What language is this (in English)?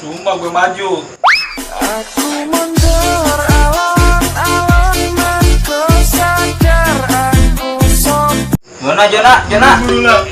Betawi